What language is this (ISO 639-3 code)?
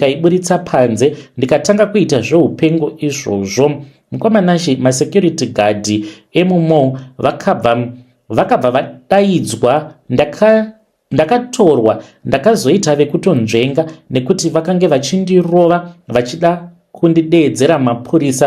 sna